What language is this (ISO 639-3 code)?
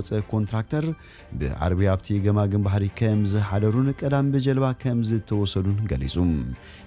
tir